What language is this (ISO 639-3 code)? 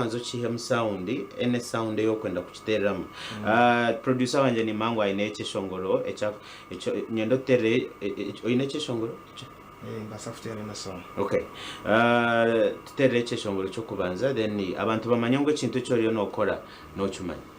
nyn